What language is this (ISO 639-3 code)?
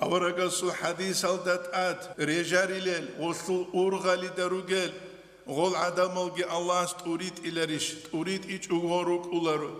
ava